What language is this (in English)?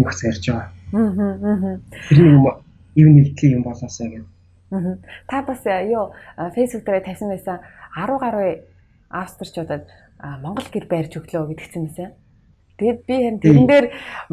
Mongolian